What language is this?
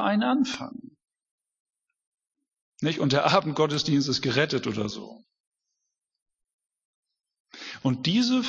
German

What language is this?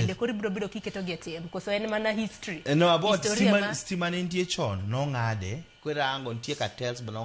Luo (Kenya and Tanzania)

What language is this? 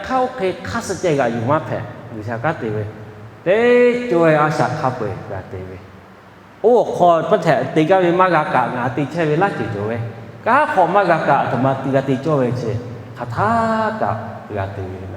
Lahu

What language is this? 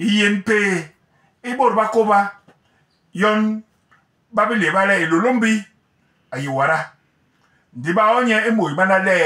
Basaa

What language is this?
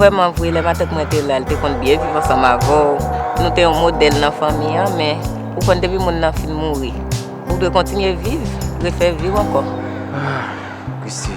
Haitian Creole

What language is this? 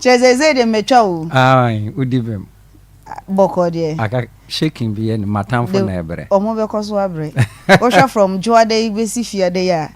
Akan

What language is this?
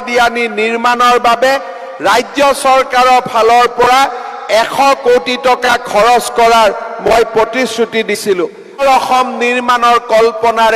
Assamese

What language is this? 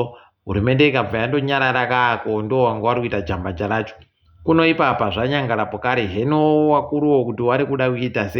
Ndau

